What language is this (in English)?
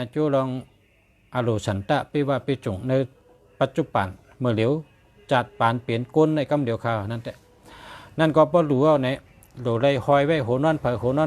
Shan